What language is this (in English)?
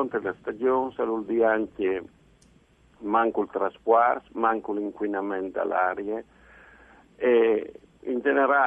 Friulian